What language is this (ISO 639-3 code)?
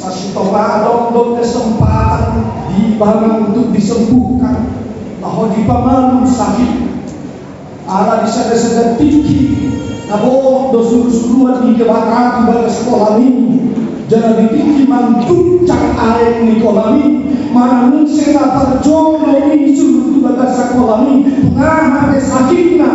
bbc